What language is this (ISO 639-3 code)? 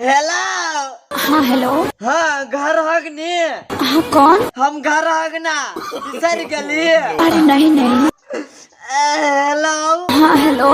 mai